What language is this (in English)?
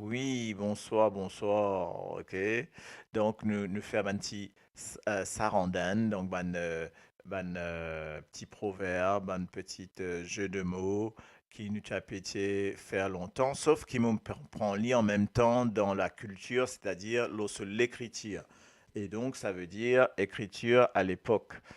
Morisyen